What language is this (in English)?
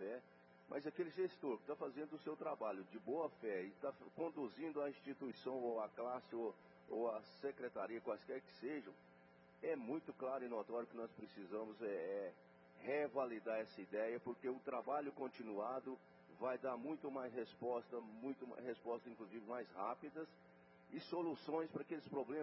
Portuguese